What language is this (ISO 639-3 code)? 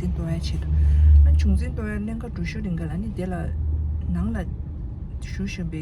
bod